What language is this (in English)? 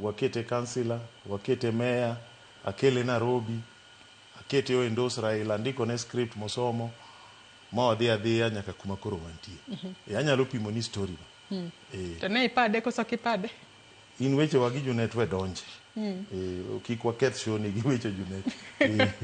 Luo (Kenya and Tanzania)